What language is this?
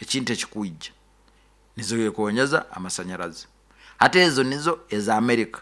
Nyoro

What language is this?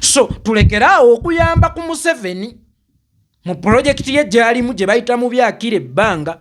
Ganda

